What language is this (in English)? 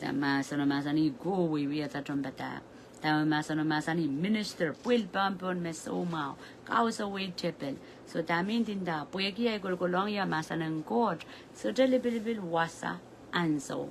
Pohnpeian